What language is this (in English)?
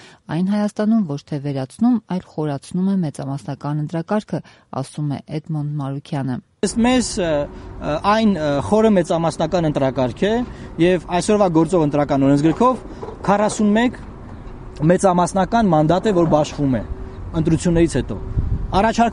Armenian